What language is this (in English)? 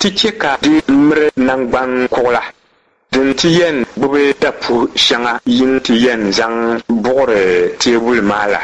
Dagbani